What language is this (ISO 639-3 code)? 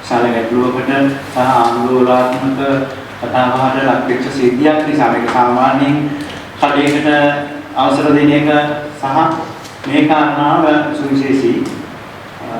sin